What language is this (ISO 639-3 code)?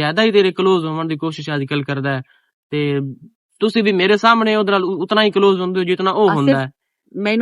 lah